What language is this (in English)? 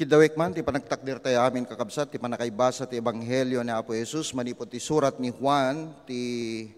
Iloko